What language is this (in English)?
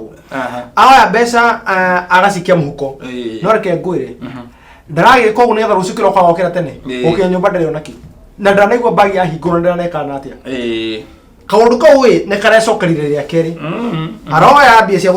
Kikuyu